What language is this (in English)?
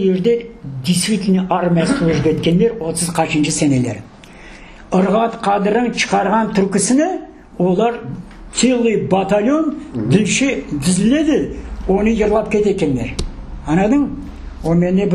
Crimean Tatar